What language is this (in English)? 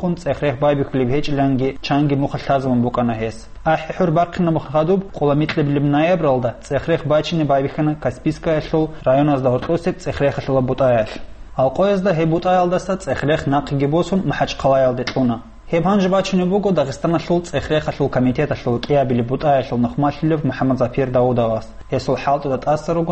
Avaric